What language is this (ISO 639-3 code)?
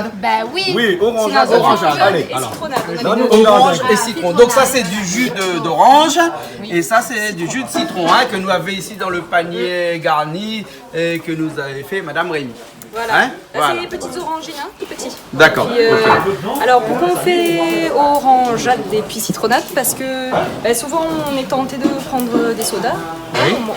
rcf